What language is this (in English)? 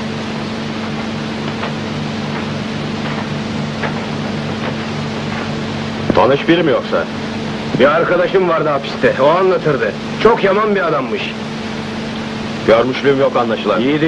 Turkish